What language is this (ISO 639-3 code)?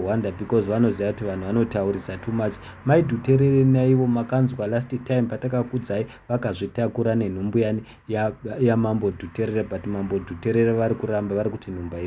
sna